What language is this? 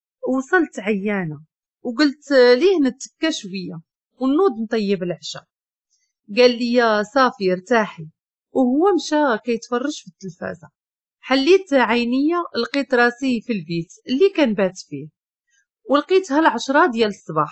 Moroccan Arabic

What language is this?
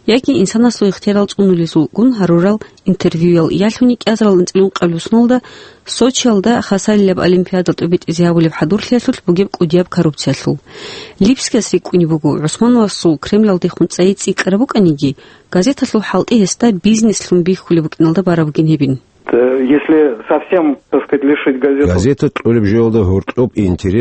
Avaric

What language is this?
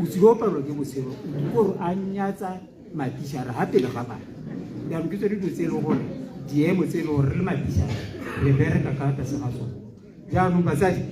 Tswana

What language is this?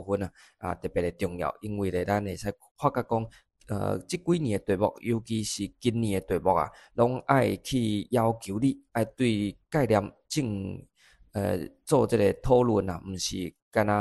Min Nan Chinese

